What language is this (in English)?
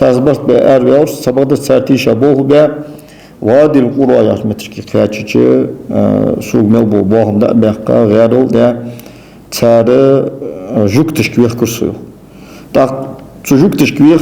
Ingush